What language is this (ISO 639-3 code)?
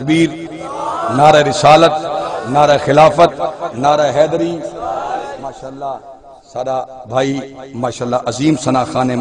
skr